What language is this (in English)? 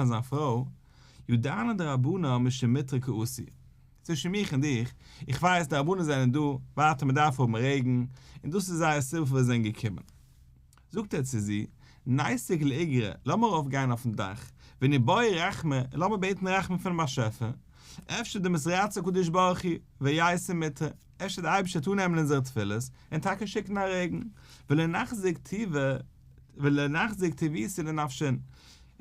Yiddish